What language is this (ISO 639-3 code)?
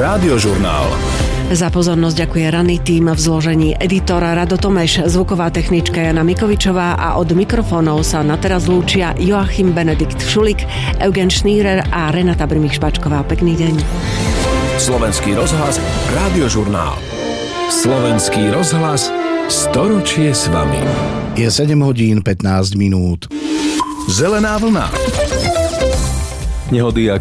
slk